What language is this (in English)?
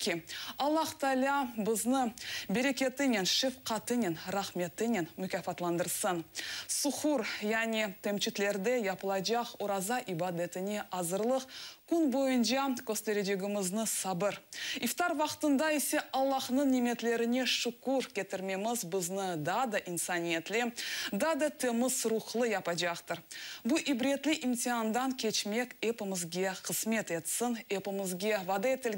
Crimean Tatar